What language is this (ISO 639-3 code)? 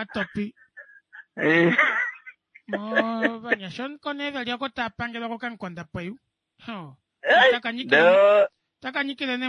kua